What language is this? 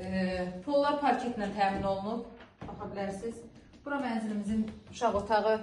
Azerbaijani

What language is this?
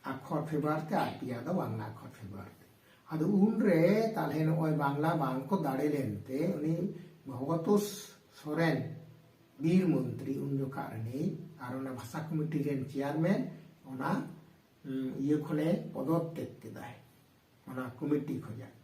Santali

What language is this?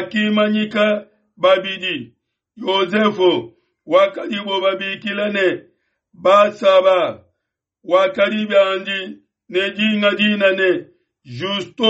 Luba-Lulua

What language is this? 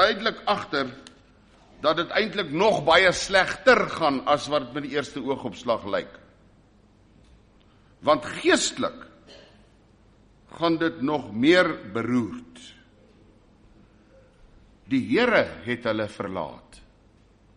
Afrikaans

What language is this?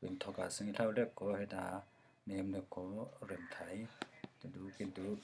Falam Chin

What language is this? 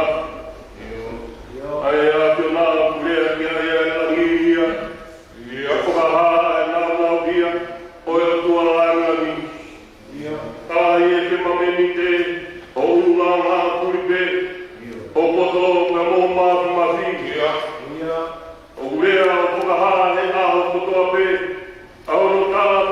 Tongan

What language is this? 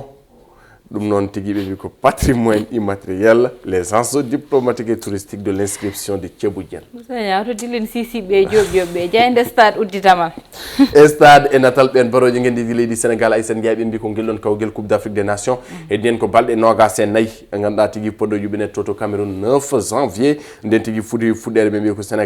Fula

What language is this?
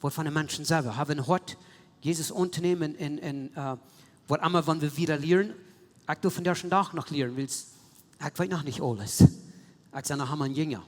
Plautdietsch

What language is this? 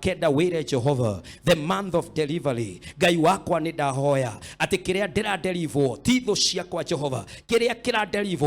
Kikuyu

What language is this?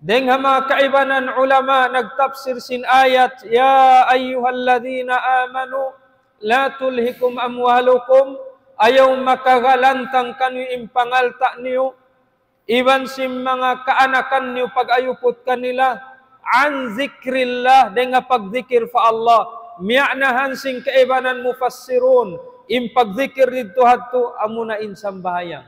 Tausug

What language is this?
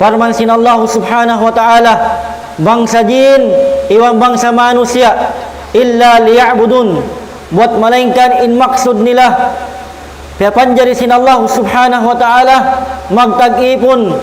Tausug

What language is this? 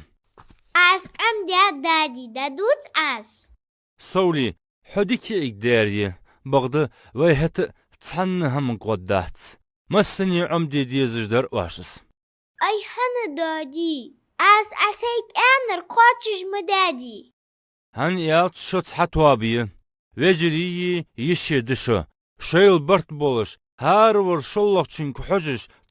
Ingush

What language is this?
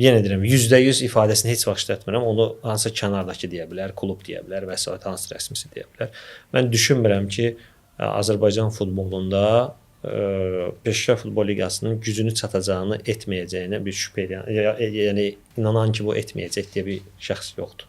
Azerbaijani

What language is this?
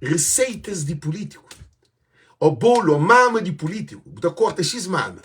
Kabuverdianu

